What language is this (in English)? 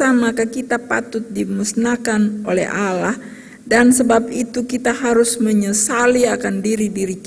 Ambonese Malay